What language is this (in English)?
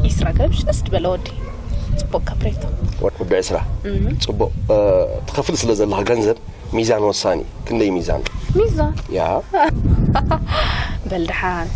Tigrinya